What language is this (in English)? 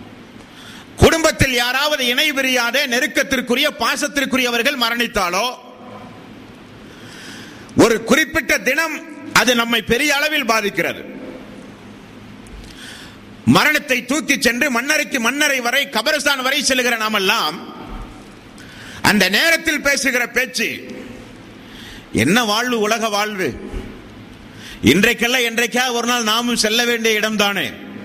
Tamil